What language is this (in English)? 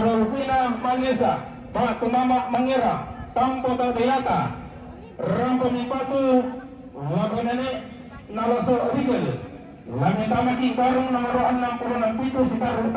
Toraja-Sa'dan